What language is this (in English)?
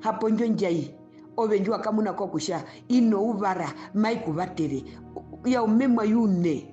Herero